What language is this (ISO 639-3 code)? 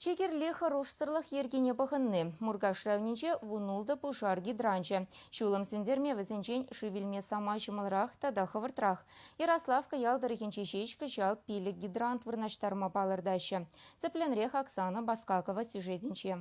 chv